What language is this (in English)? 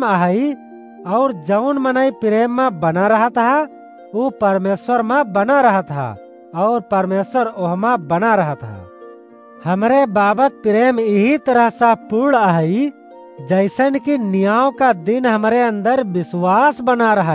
Awadhi